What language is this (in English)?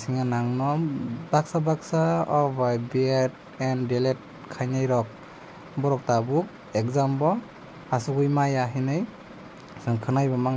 Kok Borok